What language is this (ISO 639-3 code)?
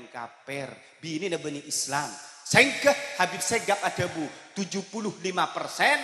mad